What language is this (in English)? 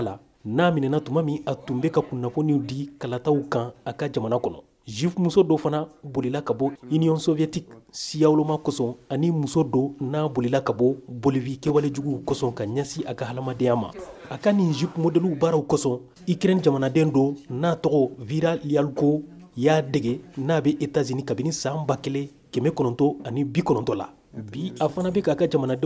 Bambara